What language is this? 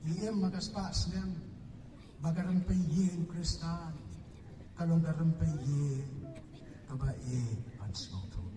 Khasi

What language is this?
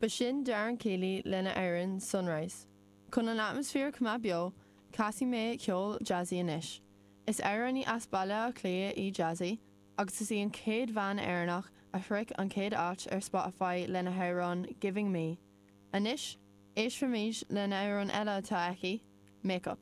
Irish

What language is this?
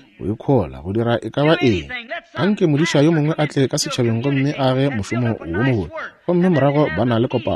Northern Sotho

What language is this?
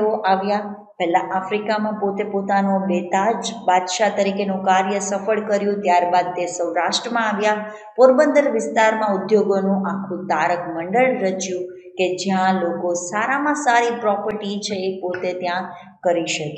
Gujarati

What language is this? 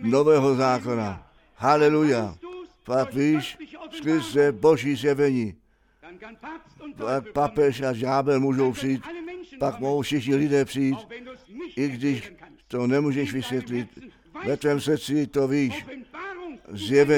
Czech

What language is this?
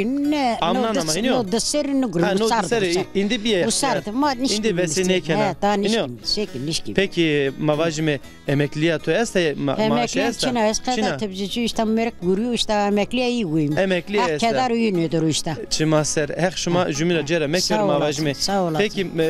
Zaza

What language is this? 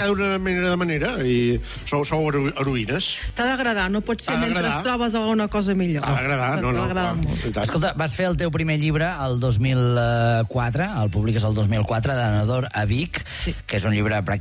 Catalan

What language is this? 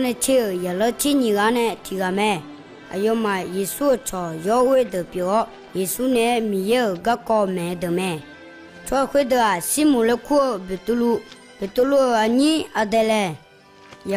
Akha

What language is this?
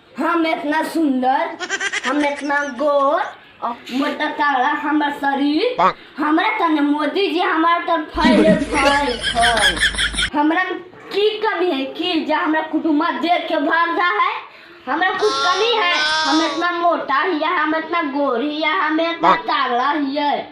Magahi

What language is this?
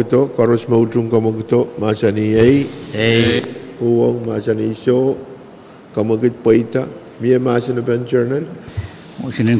Pohnpeian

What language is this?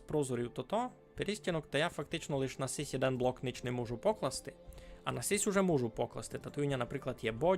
Rusyn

